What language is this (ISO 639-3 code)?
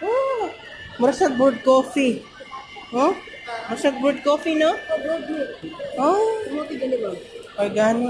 ceb